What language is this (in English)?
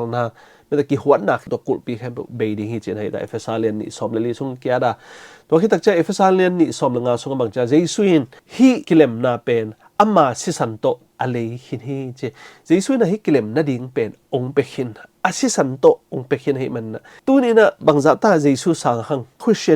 Tedim Chin